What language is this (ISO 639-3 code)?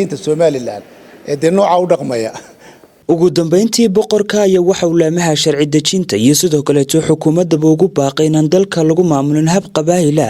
som